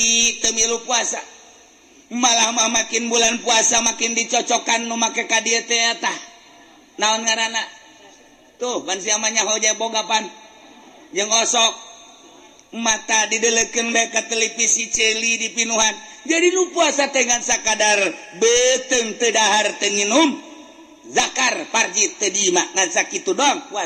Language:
Sundanese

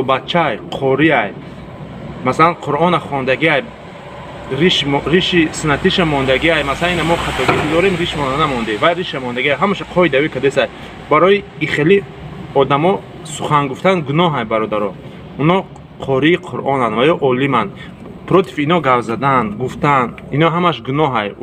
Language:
Tajik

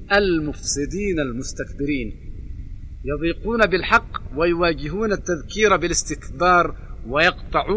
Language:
Arabic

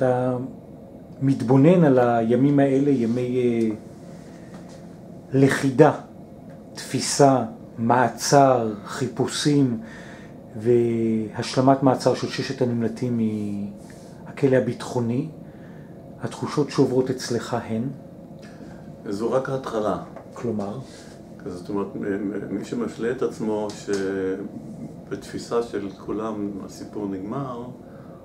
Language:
Hebrew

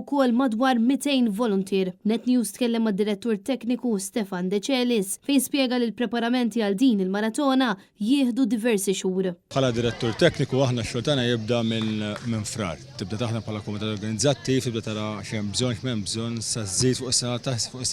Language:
Maltese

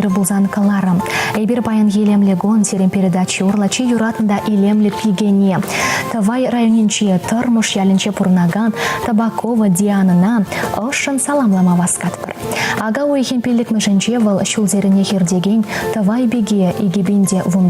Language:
Chuvash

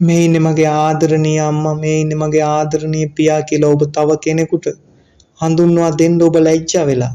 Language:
Sinhala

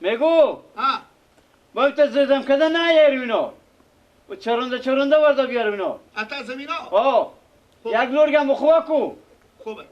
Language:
Persian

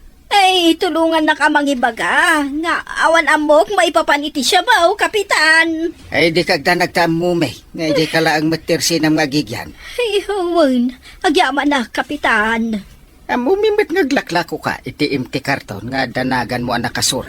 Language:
Iloko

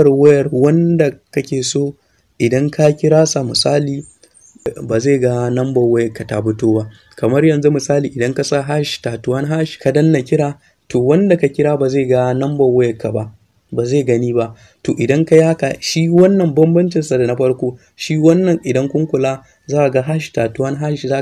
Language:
Hausa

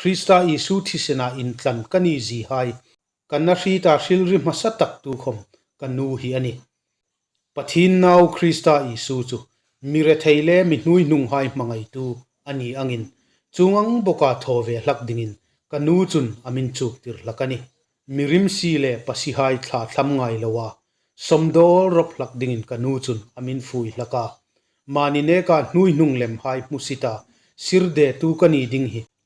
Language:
Hmar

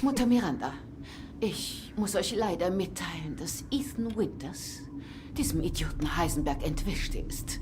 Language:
Bavarian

